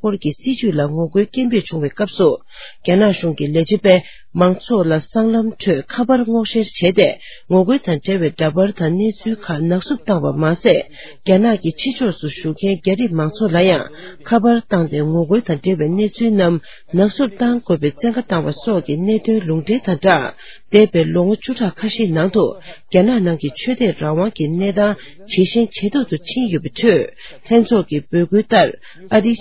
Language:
Tibetan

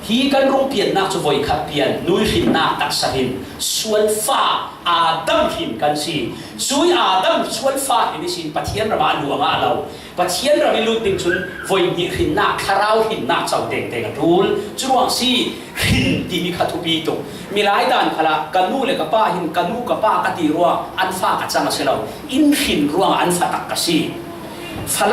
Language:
Falam Chin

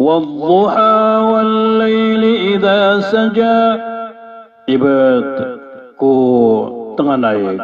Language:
Maranao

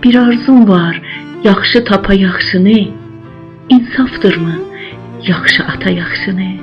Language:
South Azerbaijani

